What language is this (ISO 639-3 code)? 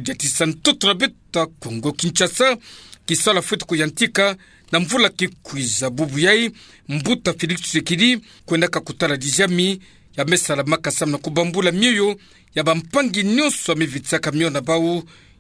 ktu